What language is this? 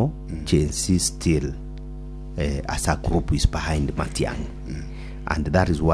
Gusii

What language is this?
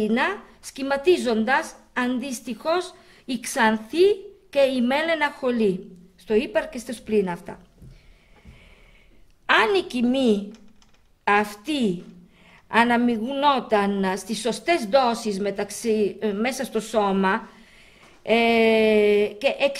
Greek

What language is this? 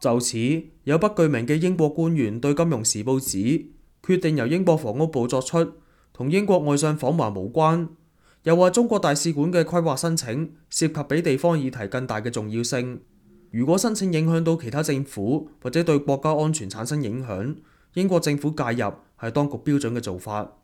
Cantonese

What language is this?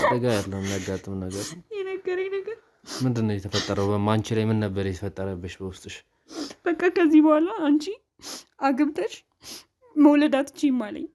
Amharic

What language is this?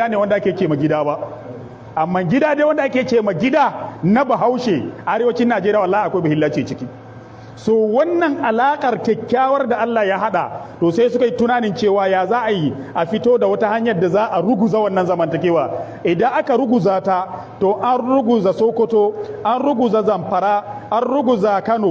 Hausa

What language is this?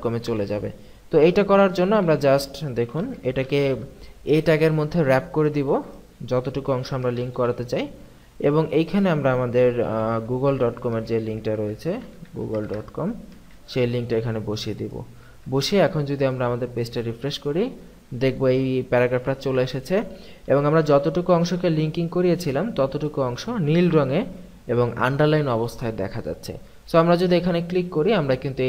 Bangla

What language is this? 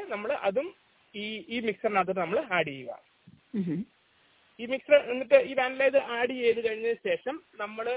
Malayalam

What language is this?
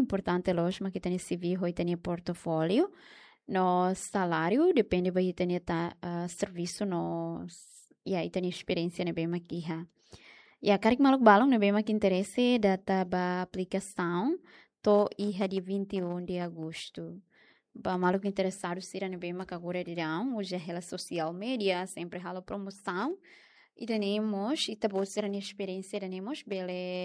Tetum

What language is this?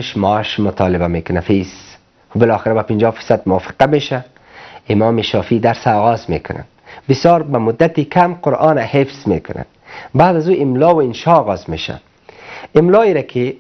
Persian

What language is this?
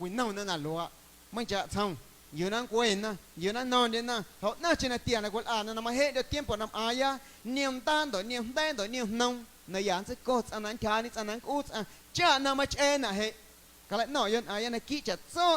Guerrero Amuzgo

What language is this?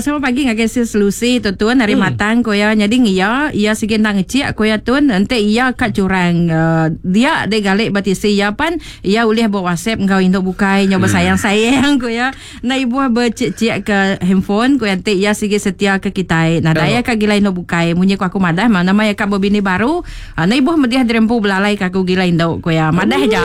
Iban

